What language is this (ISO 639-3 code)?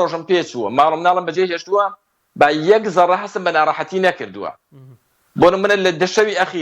ckb